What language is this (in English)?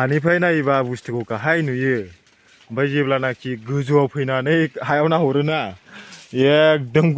Bodo